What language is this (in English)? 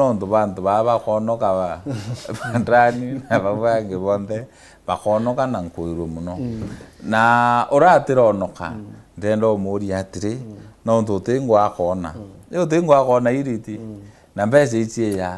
Meru